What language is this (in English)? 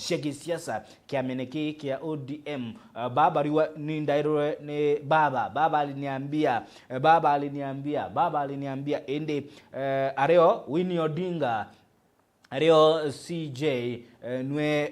Meru